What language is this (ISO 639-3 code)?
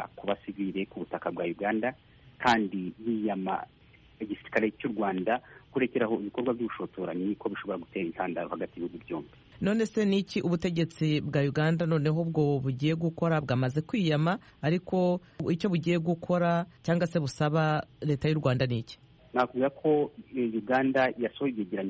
kin